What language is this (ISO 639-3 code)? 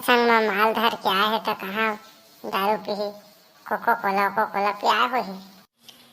hne